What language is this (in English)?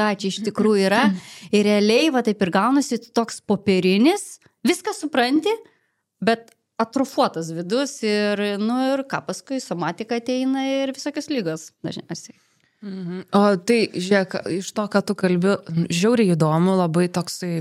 Lithuanian